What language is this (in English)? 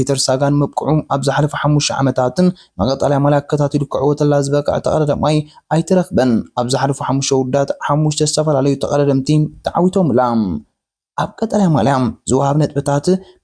Tigrinya